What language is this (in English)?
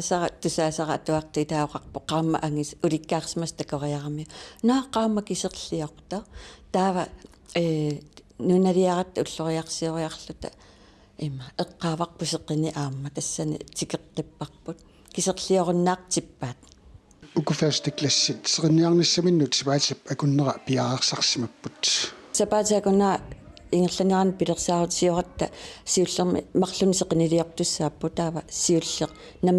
Kalaallisut